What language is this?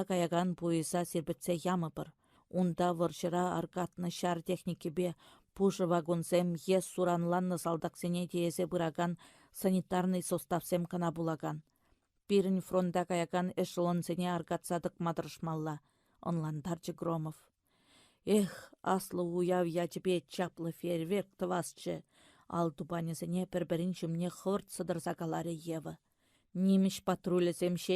Chuvash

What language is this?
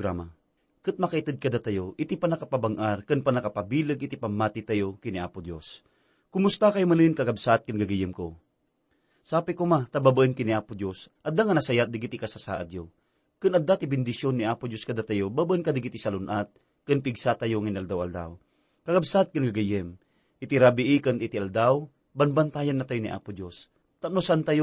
Iloko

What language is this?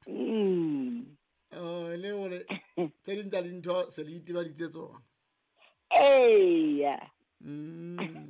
Southern Sotho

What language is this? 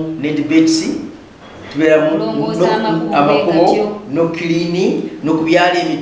Ganda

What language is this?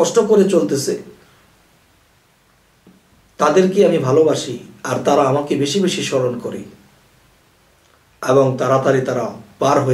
Bangla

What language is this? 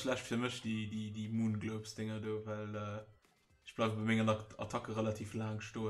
Luxembourgish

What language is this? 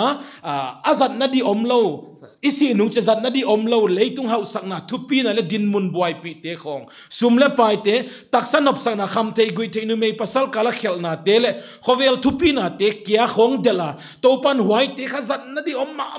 Paite Chin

